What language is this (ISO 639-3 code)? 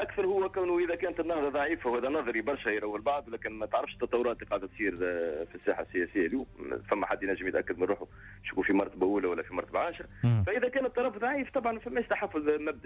aeb